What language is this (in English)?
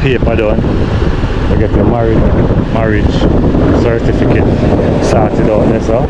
Jamaican Creole English